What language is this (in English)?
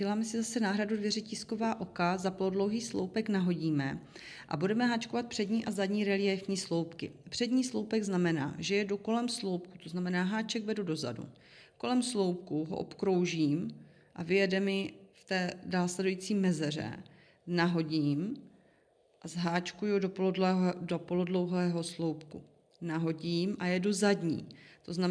Czech